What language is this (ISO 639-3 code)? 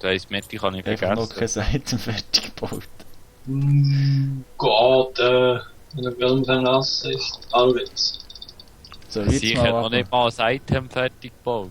gsw